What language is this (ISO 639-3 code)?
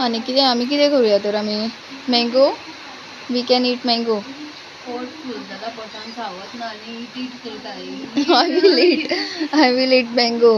kok